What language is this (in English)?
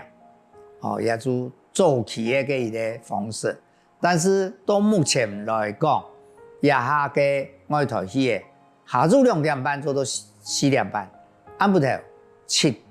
Hakka Chinese